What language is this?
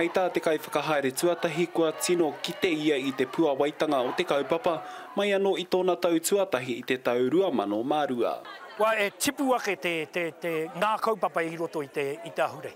Māori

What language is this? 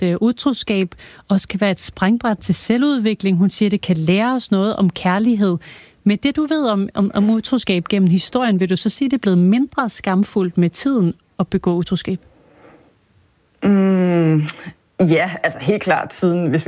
Danish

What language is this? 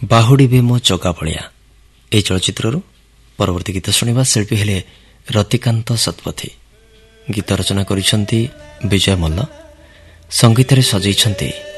Odia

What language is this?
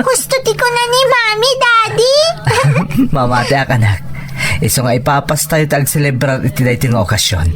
Iloko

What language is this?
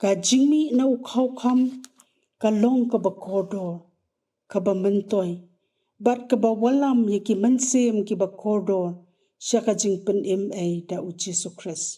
Khasi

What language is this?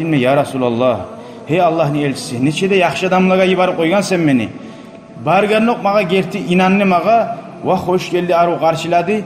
Kumyk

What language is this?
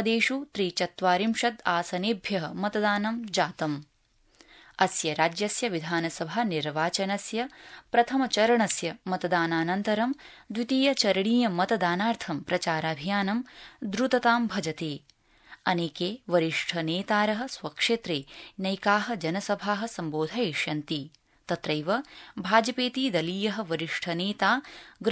Sanskrit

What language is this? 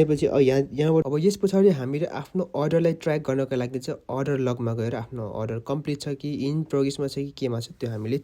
Nepali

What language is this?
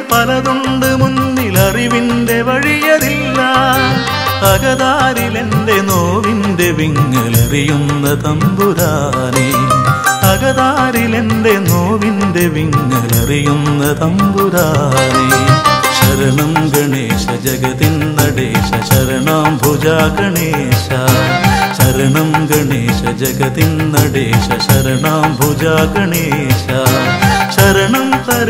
Malayalam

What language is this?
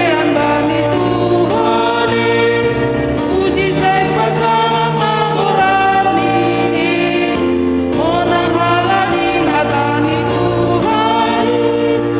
Batak Simalungun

